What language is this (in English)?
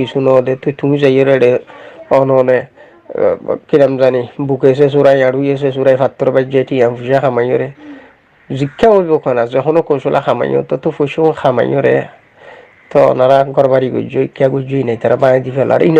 Rohingya